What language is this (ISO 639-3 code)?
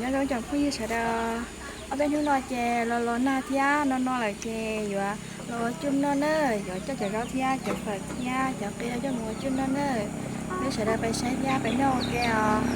hmn